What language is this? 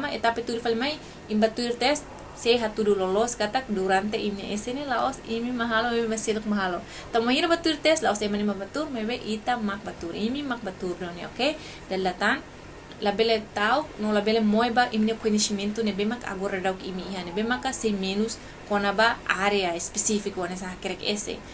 Tetum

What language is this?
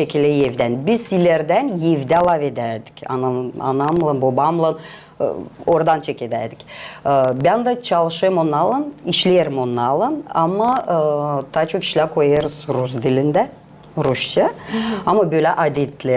Gagauz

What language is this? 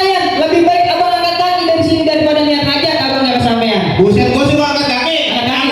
Betawi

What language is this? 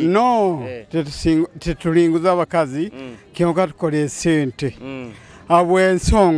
Nyoro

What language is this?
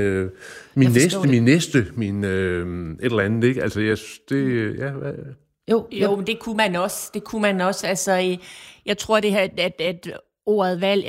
Danish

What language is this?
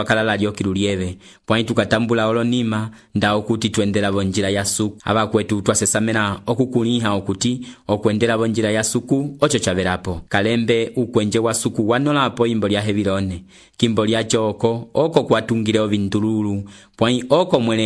Umbundu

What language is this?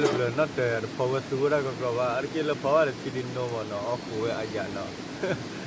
S'gaw Karen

